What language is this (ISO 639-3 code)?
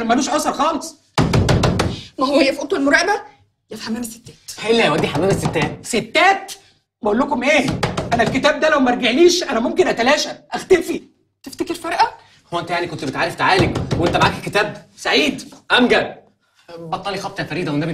arz